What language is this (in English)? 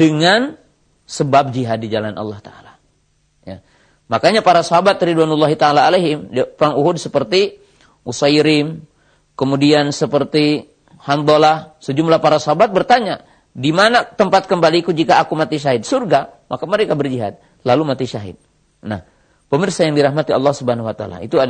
Indonesian